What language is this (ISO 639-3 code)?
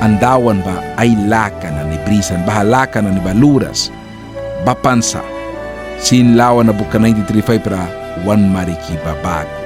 miq